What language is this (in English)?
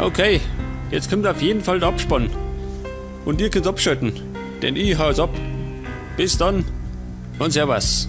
Bavarian